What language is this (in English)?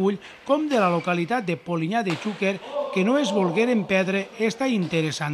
Catalan